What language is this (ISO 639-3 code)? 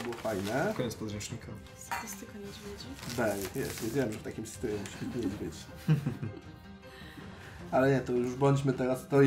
pol